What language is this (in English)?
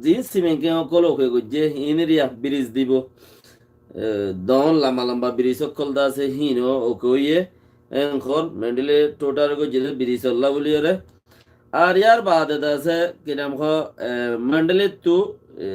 Rohingya